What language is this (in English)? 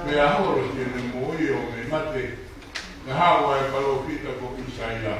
Tongan